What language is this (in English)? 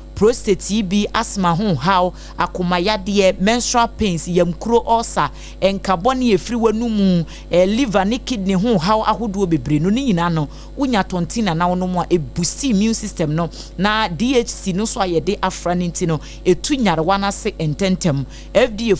Akan